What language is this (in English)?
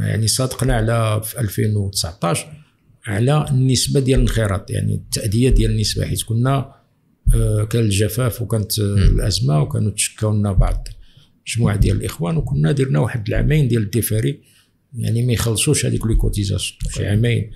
Moroccan Arabic